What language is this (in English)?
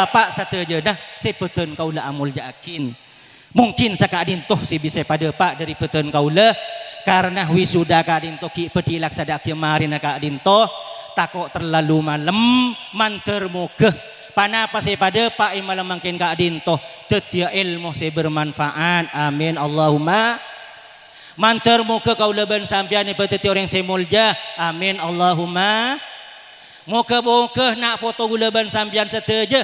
Madurese